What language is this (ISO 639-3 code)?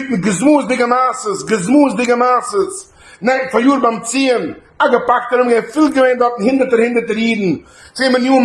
yid